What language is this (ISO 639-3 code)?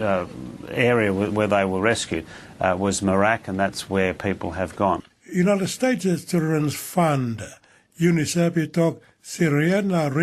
tpi